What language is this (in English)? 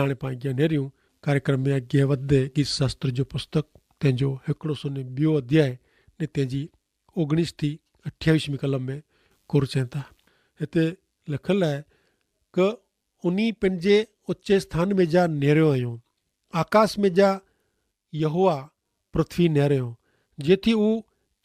Kachhi